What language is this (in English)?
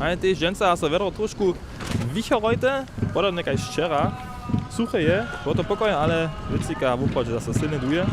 Upper Sorbian